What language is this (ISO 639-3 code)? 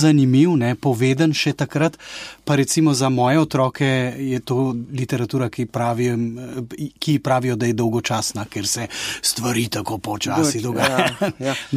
slv